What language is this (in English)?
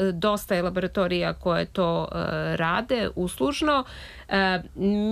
Serbian